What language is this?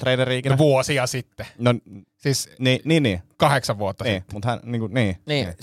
Finnish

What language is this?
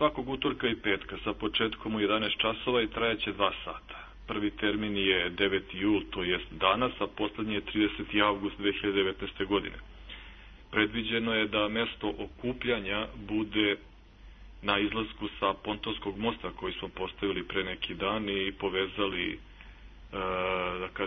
Serbian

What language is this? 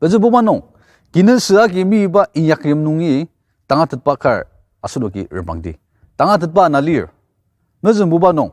Ao Naga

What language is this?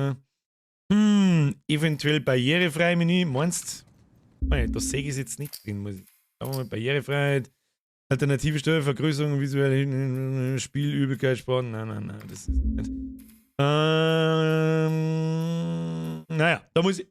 Bavarian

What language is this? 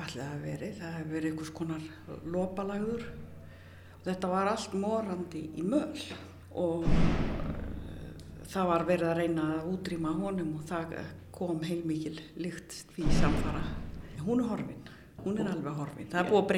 Icelandic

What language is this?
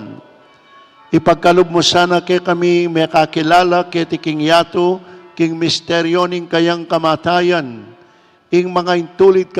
Pampanga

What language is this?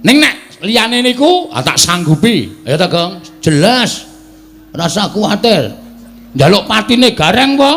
Javanese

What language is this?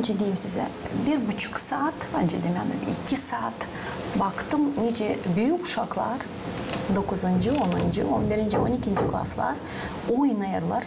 Gagauz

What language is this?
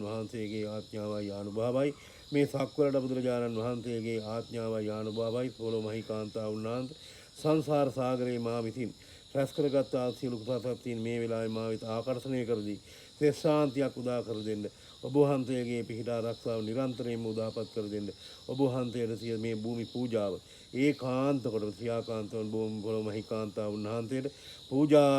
Sinhala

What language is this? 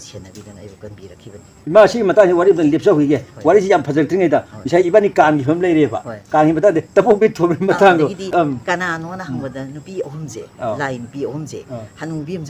Manipuri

